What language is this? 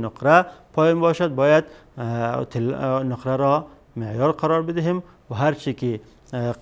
Persian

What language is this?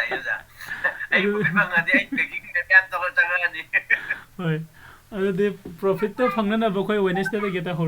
Manipuri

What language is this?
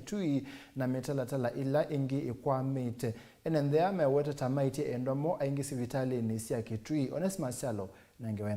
Kamba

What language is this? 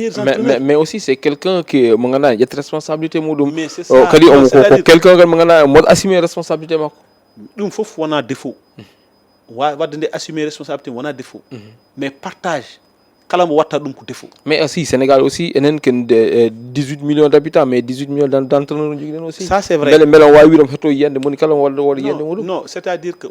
Fula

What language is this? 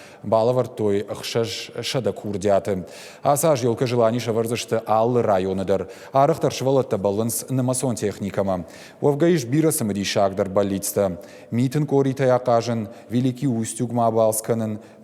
Ossetic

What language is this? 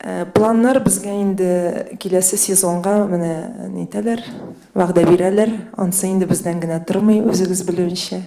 Tatar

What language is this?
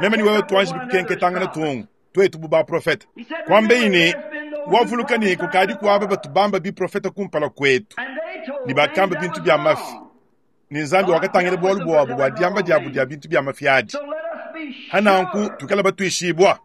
Luba-Lulua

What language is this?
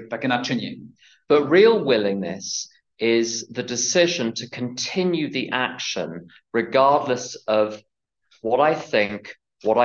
Slovak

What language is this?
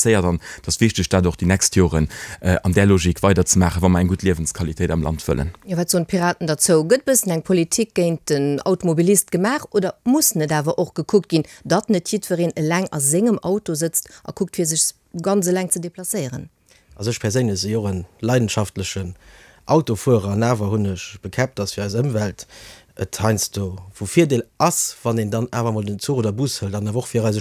Luxembourgish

